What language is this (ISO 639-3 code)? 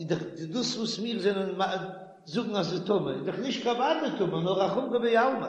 yid